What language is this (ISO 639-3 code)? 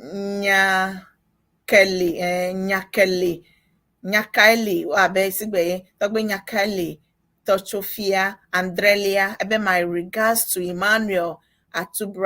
ewe